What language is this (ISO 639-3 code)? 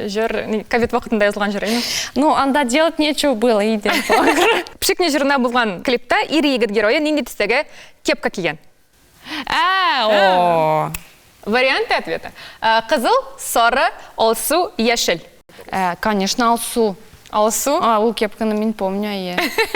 tat